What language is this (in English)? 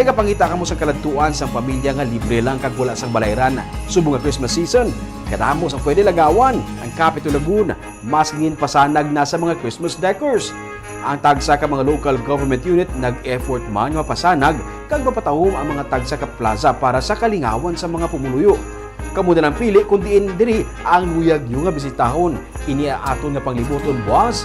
Hiligaynon